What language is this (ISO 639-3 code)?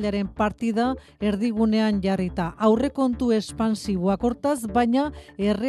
eus